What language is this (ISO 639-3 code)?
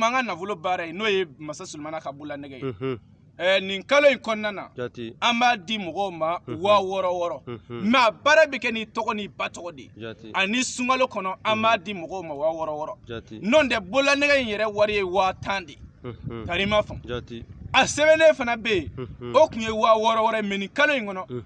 bam